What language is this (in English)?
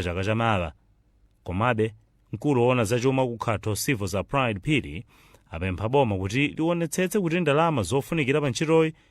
Nyanja